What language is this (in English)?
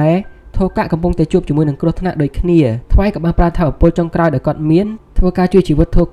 Khmer